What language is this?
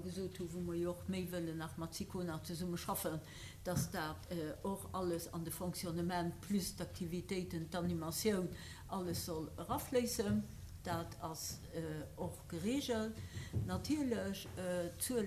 Luxembourgish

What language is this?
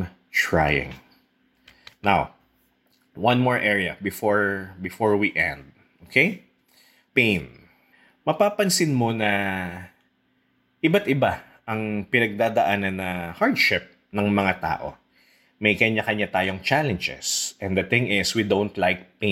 Filipino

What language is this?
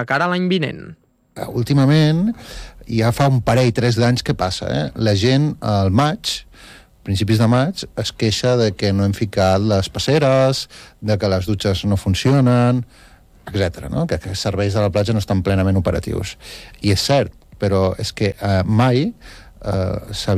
Catalan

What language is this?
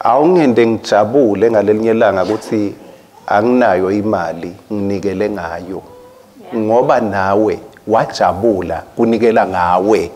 Swati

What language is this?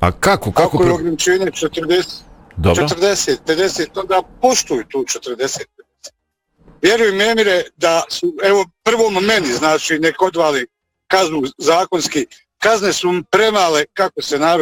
Bosnian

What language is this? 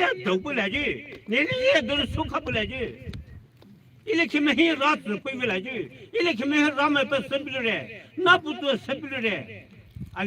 Poumei Naga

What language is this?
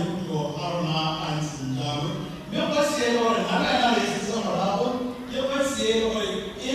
Tswana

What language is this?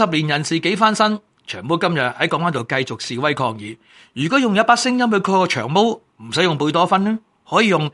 Cantonese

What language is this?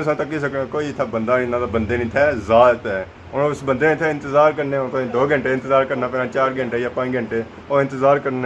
Pahari-Potwari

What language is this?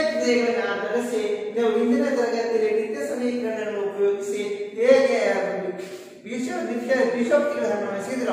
Kannada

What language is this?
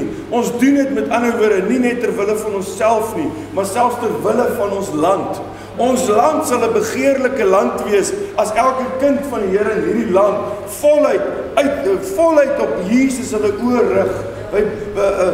Afrikaans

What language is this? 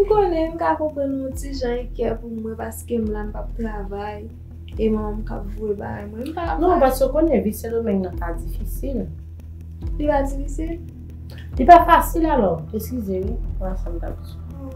Haitian Creole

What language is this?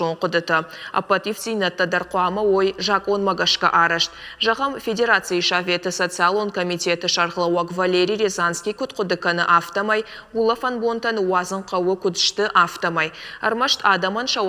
Ossetic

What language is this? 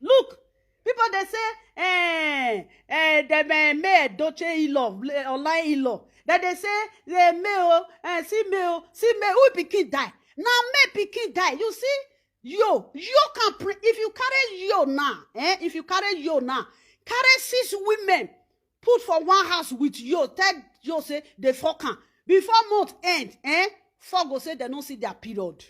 Nigerian Pidgin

